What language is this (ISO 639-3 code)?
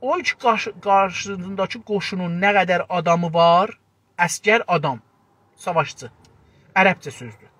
azb